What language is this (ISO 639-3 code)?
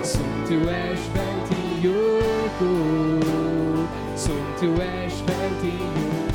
fao